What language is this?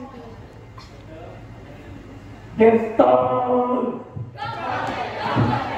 Malay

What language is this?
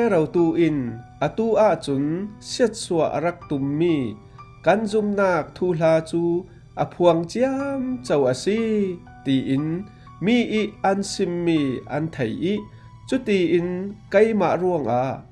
Falam Chin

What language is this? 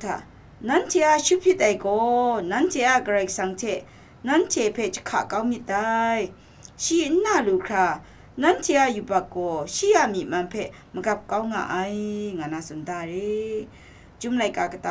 Kachin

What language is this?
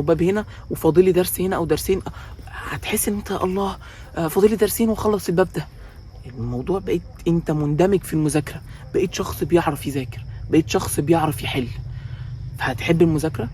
Egyptian Arabic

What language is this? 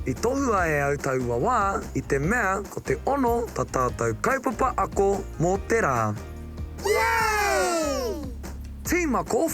Māori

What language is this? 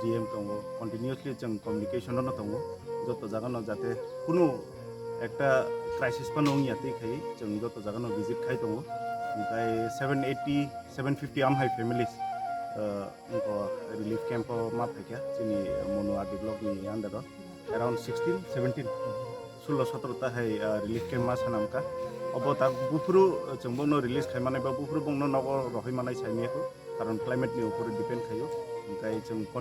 Kok Borok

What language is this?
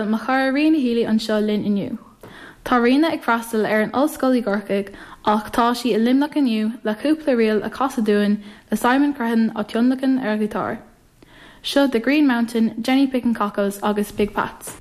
Irish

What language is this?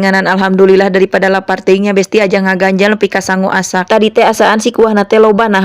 Sundanese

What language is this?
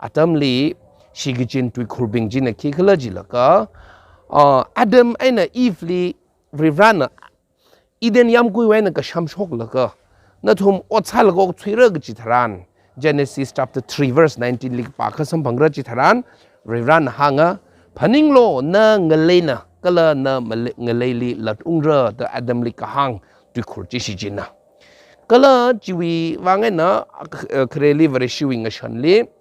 Tangkhul Naga (India)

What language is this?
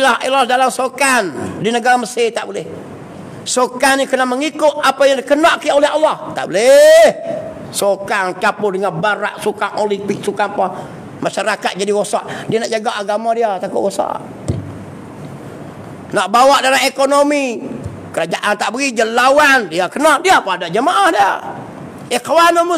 Malay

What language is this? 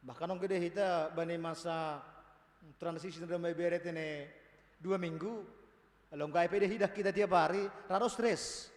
Batak Simalungun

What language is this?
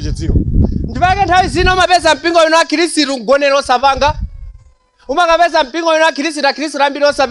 Nyanja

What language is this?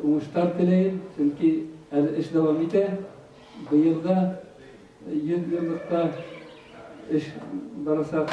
Bashkir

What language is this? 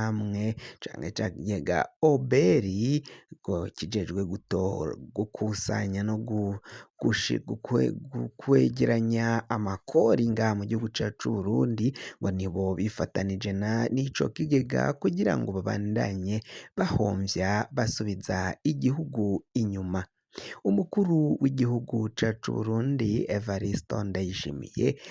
Rundi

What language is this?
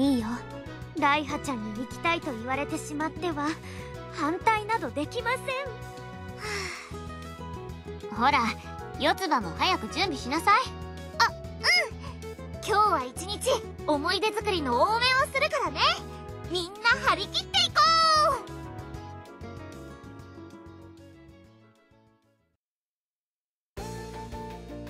Japanese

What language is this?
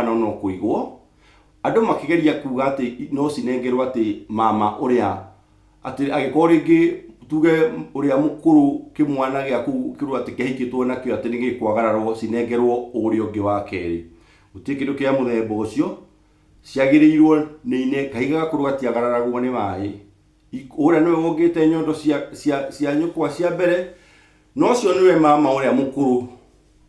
Kikuyu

